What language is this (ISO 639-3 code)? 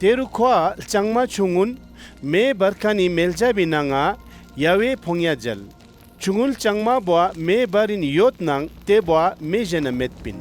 lbj